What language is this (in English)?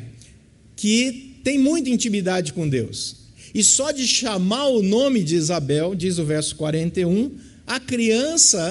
Portuguese